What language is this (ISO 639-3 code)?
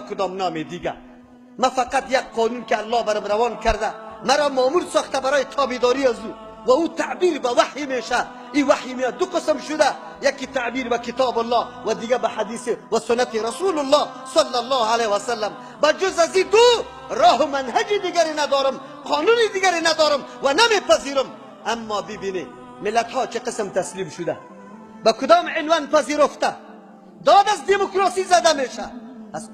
tgk